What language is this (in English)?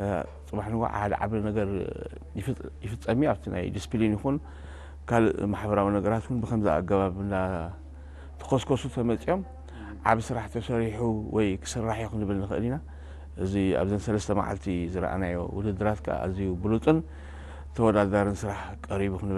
Tigrinya